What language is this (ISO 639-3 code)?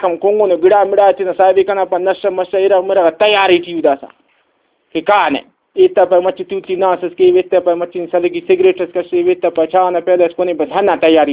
brh